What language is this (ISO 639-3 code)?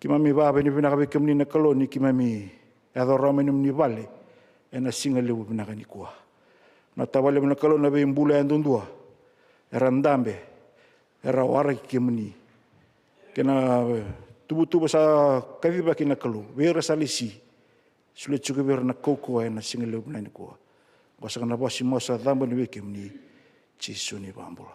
fij